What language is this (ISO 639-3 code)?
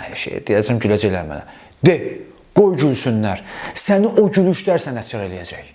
aze